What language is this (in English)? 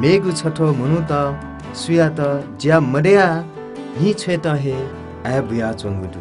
Newari